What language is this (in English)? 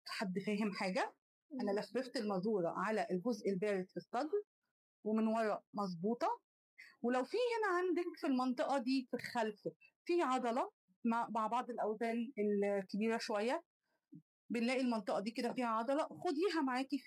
Egyptian Arabic